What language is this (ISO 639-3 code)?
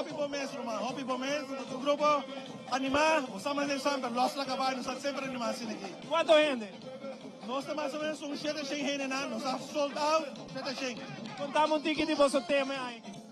pap